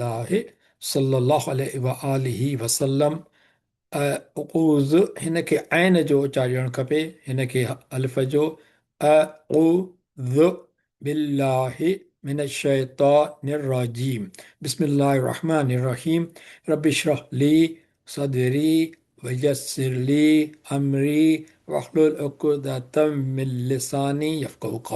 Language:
Sindhi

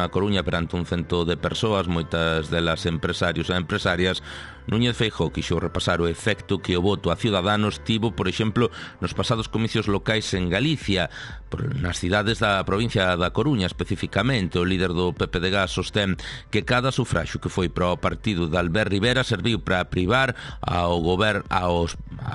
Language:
Galician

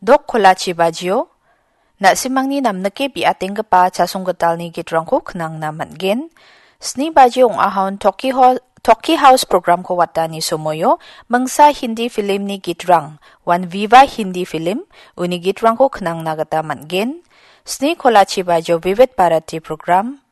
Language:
Garo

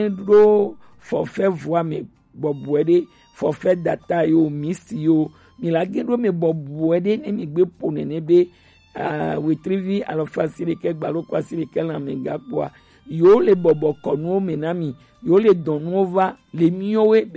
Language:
Gen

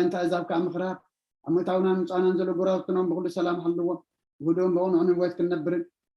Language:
Tigrinya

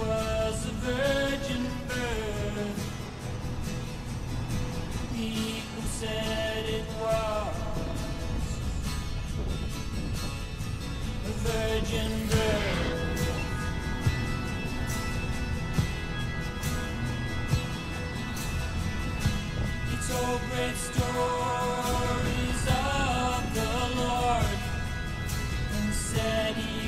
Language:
English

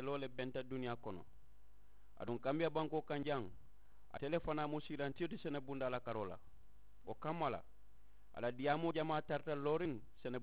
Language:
Mandingo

